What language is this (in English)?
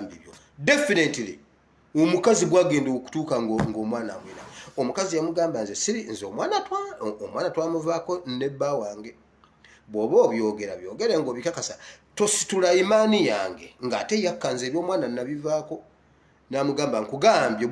Ganda